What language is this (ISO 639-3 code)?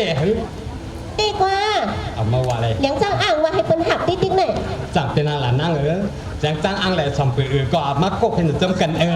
shn